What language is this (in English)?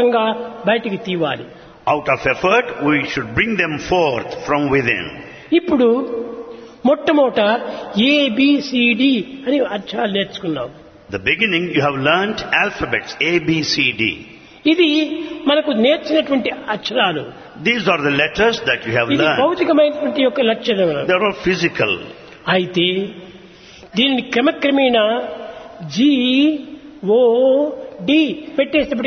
Telugu